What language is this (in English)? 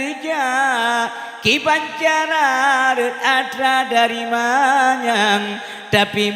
Achinese